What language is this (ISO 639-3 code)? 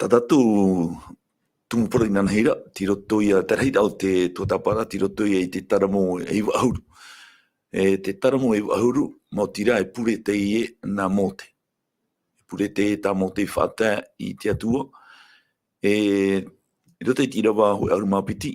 tah